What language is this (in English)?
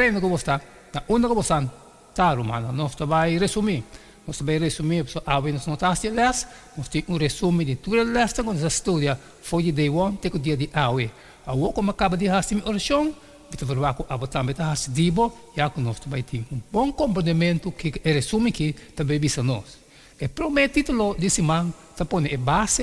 Papiamento